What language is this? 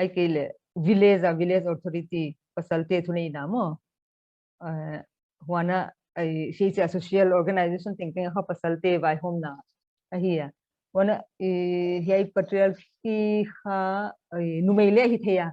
Paite Chin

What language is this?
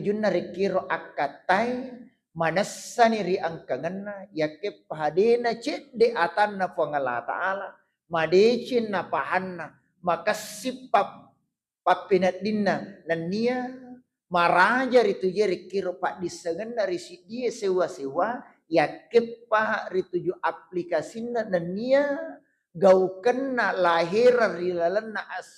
Buginese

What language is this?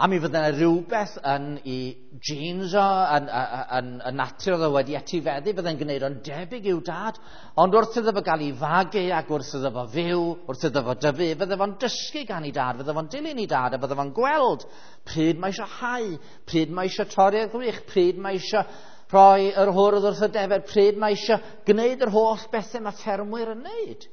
Welsh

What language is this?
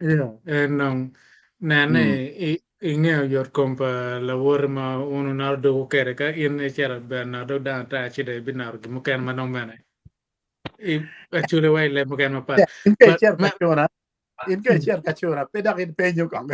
Acoli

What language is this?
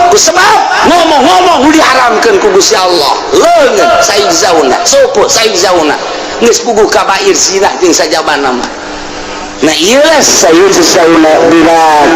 Sundanese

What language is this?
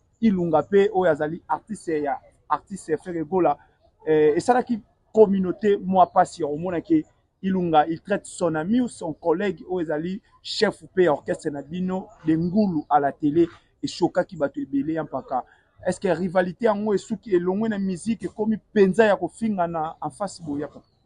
Lingala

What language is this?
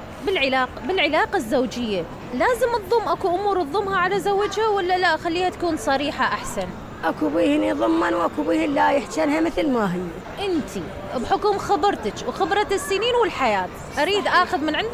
Mesopotamian Arabic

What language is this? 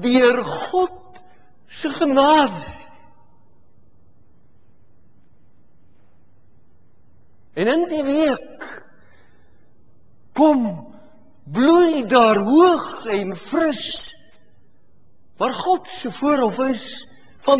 Afrikaans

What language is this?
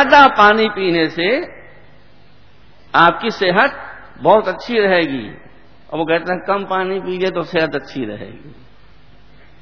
Urdu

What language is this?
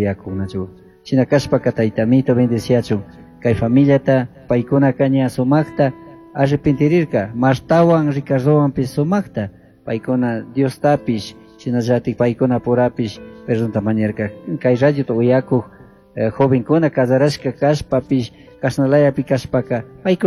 Chimborazo Highland Quichua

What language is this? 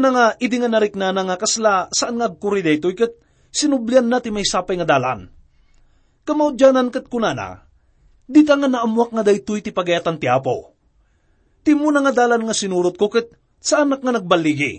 Iloko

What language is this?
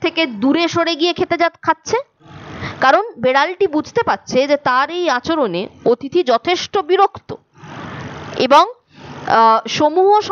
Bangla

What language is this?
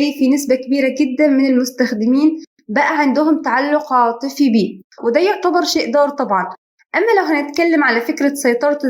Egyptian Arabic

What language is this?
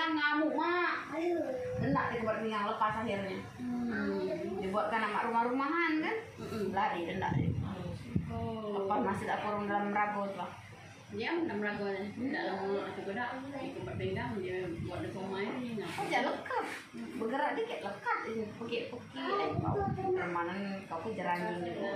Musi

